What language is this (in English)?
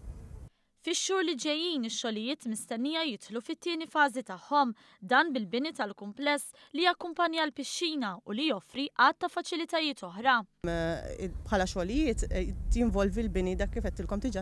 Maltese